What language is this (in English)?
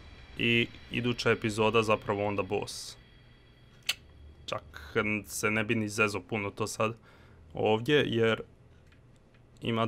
Croatian